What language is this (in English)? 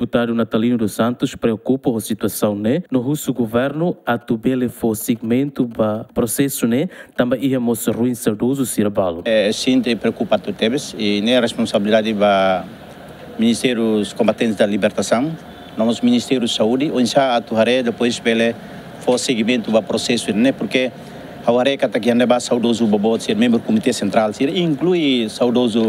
Tetum